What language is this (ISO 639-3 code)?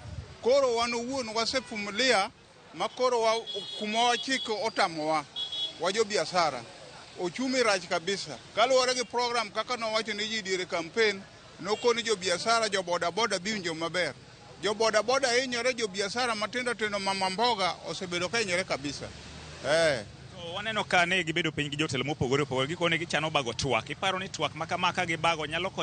luo